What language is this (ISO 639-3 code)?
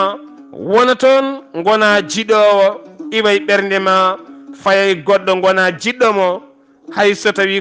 ful